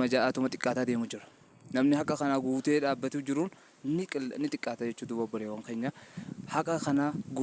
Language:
Oromo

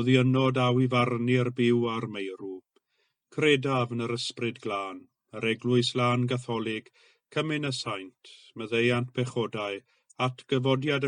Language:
Welsh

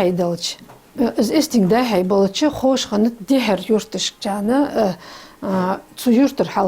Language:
Ingush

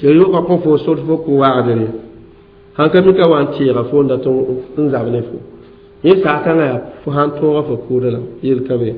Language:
Mossi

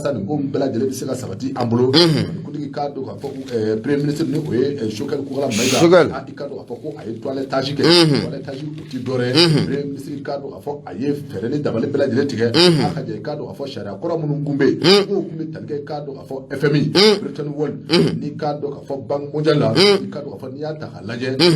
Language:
Bambara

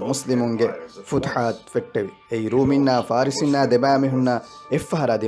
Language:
Divehi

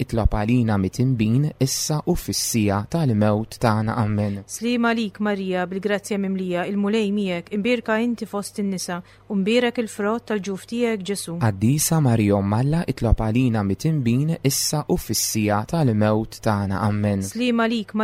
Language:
Maltese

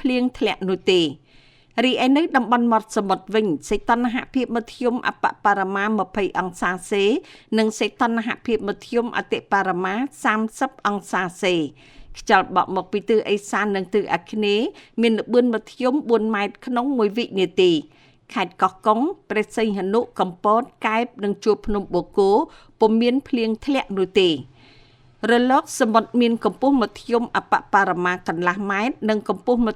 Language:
Khmer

